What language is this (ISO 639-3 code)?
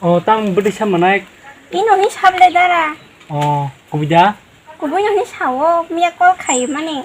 trp